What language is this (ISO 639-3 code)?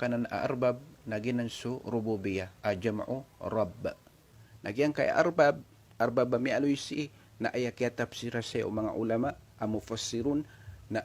mrw